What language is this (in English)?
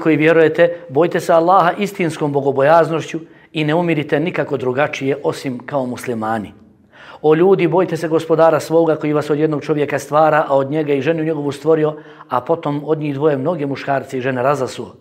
Bosnian